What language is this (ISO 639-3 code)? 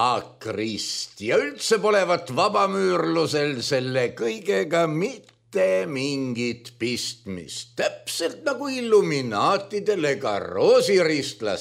est